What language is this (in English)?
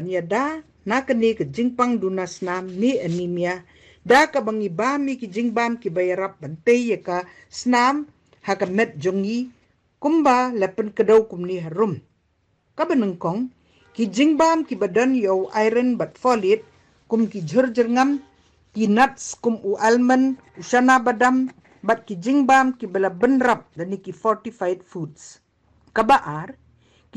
Khasi